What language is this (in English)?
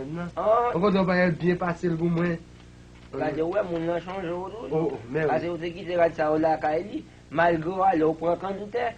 Haitian Creole